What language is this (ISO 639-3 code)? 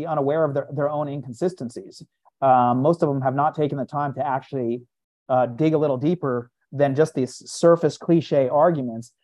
eng